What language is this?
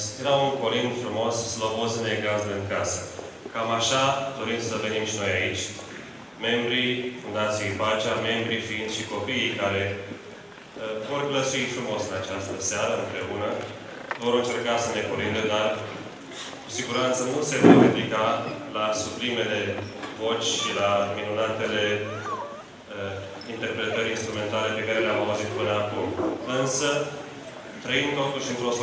Romanian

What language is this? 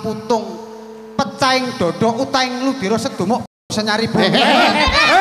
Javanese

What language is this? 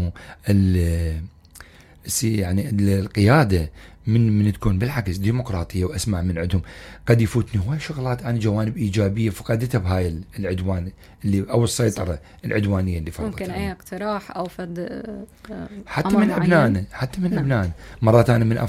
Mesopotamian Arabic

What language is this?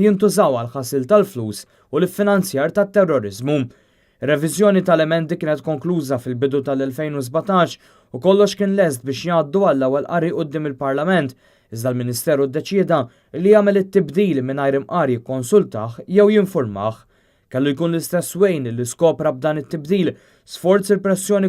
Maltese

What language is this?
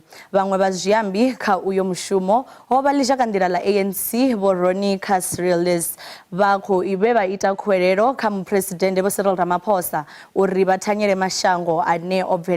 Venda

